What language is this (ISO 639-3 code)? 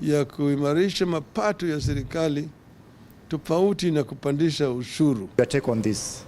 mer